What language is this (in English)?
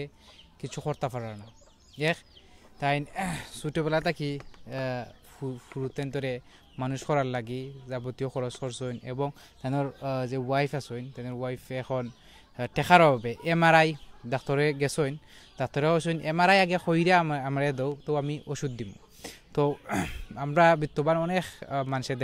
Sylheti